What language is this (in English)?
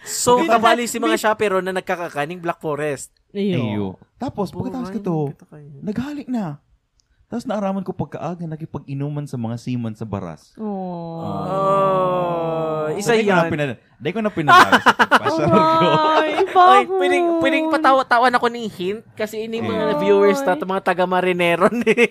Bikol